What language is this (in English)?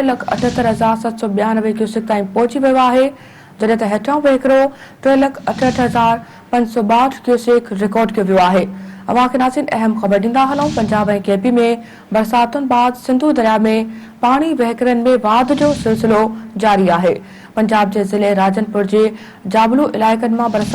Sindhi